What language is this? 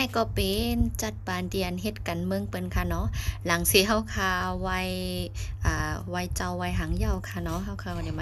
Shan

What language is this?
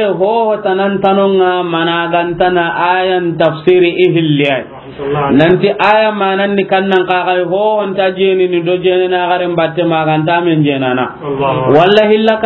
Soninke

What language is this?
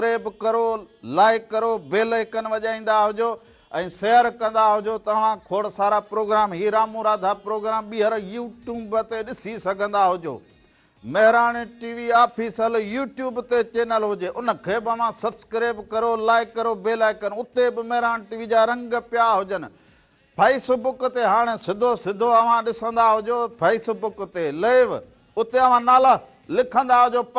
Sindhi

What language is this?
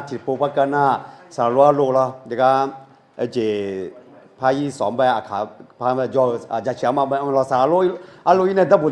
Akha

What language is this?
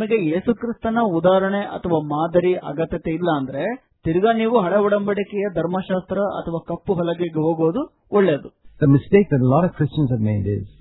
Kannada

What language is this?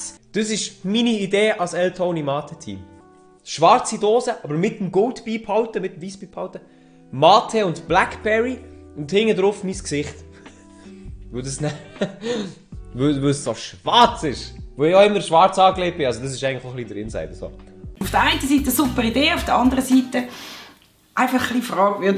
Swiss German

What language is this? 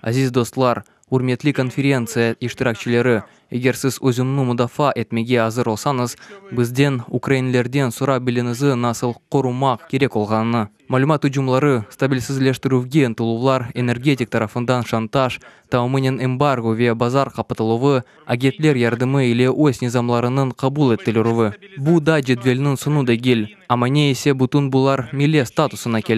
Crimean Tatar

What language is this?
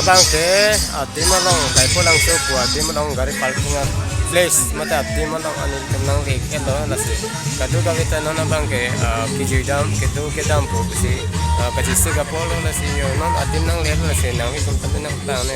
Karbi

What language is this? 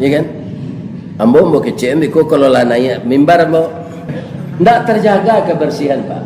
Minangkabau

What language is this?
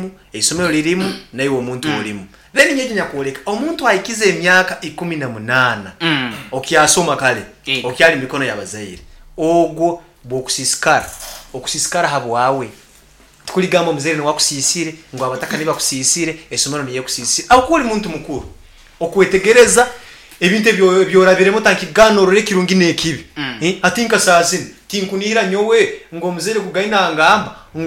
Nyankole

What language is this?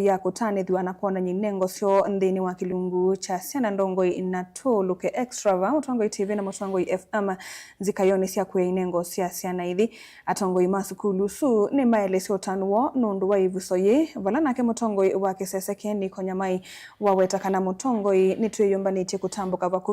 Kamba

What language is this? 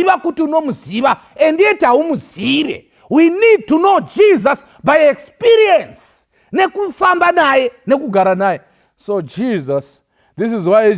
Shona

